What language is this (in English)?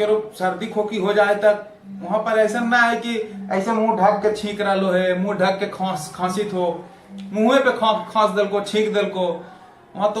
Magahi